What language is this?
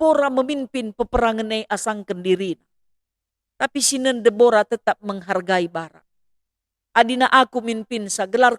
Batak Karo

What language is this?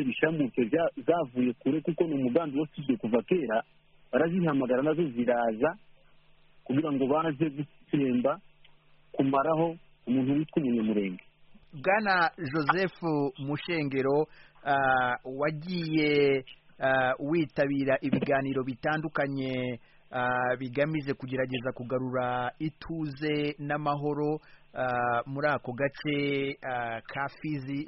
Kinyarwanda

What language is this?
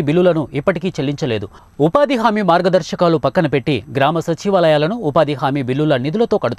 Telugu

